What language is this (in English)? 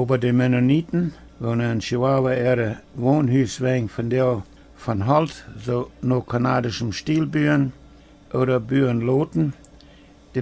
Plautdietsch